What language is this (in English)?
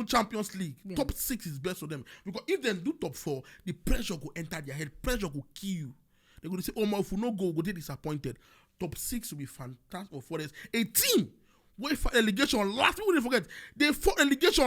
Nigerian Pidgin